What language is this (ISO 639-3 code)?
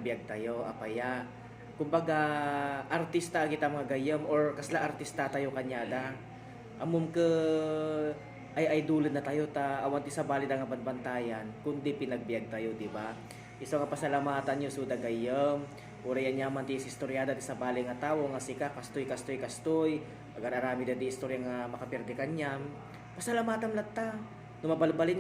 ilo